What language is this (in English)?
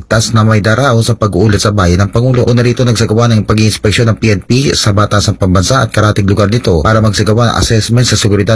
Filipino